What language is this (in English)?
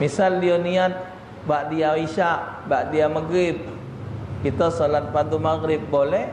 Musi